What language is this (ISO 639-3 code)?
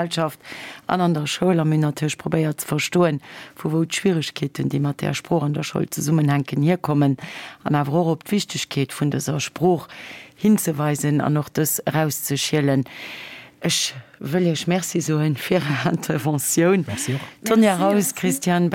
ltz